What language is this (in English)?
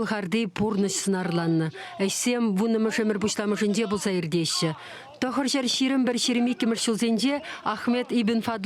Chuvash